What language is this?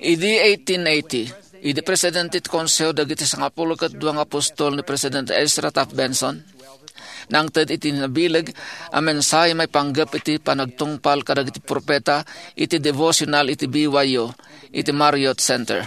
Iloko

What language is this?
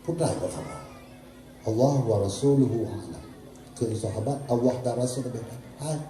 Achinese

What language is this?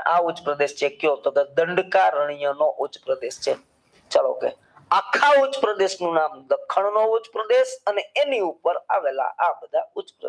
Gujarati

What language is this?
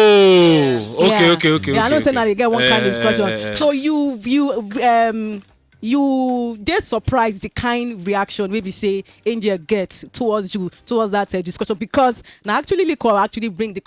Nigerian Pidgin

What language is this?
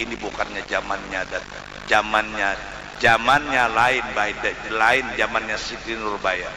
Banjar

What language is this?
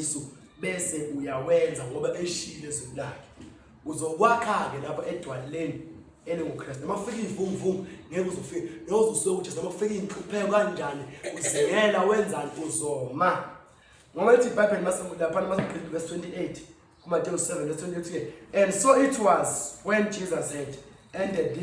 Zulu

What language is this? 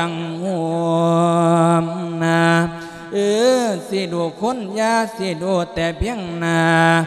Lao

